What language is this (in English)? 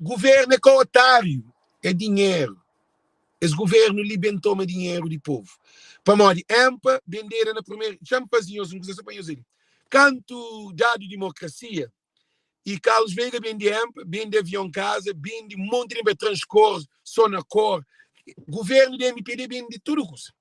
Kabuverdianu